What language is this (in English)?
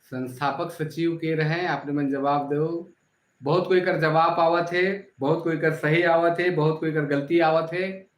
Sadri